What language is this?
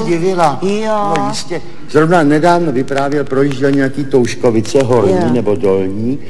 Czech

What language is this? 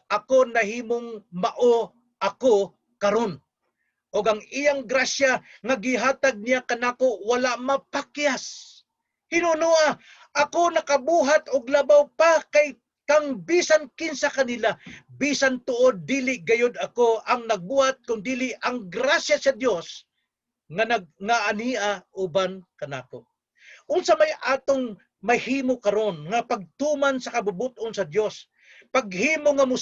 Cebuano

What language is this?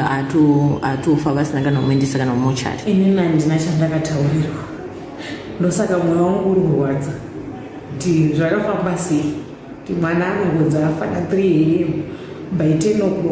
Shona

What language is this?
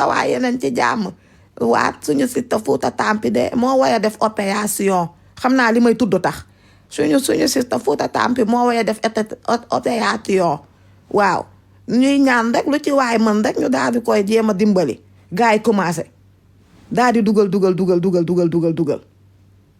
Wolof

